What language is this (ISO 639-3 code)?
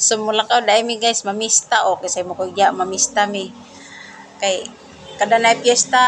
ceb